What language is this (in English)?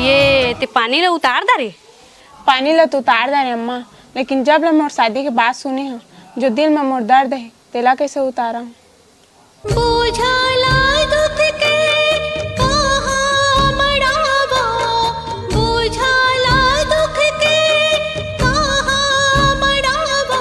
Chhattisgarhi